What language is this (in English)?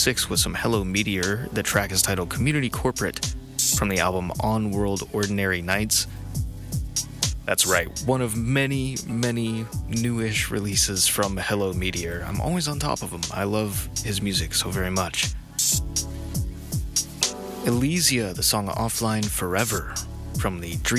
English